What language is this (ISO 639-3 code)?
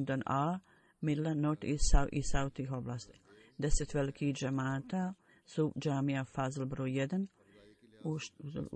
bos